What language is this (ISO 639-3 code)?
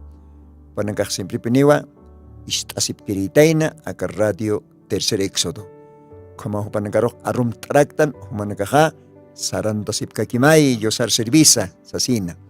aym